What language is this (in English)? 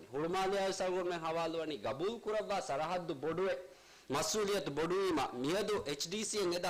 Divehi